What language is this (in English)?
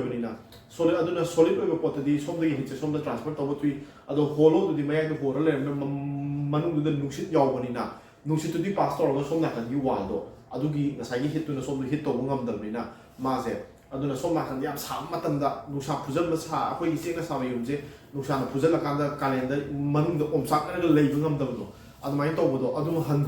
Manipuri